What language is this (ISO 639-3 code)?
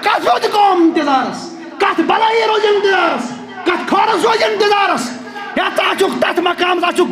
kas